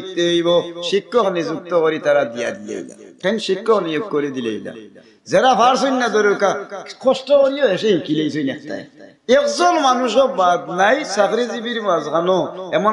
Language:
Sylheti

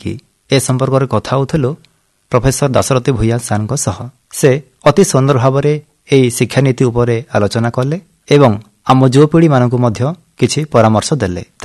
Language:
Odia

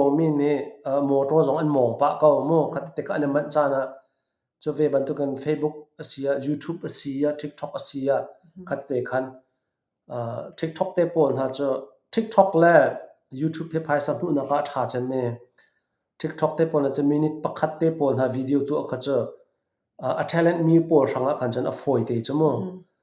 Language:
Hakha Chin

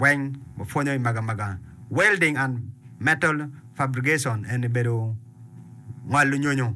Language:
Acoli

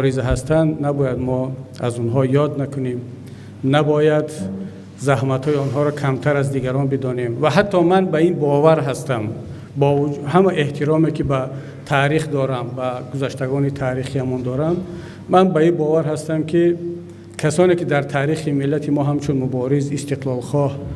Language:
Tajik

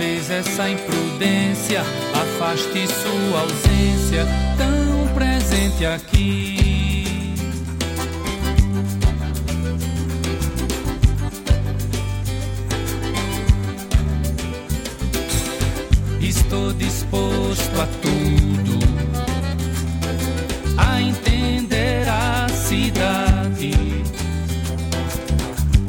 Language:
Portuguese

